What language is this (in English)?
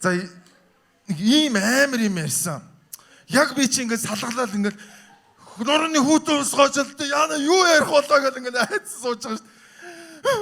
Mongolian